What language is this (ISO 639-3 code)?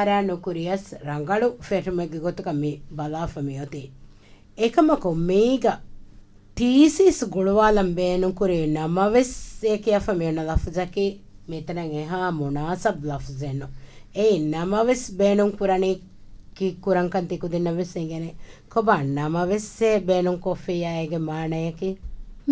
div